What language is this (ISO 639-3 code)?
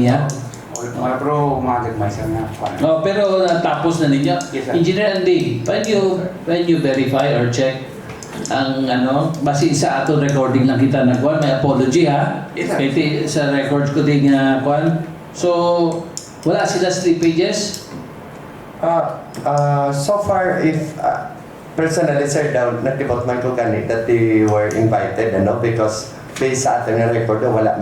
hil